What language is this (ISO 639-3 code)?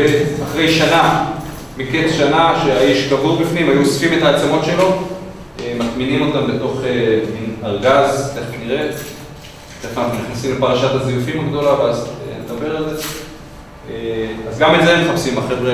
heb